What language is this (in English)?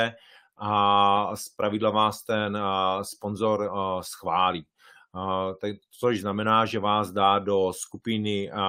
Czech